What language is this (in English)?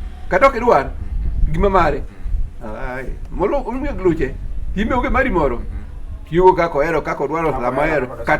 Luo (Kenya and Tanzania)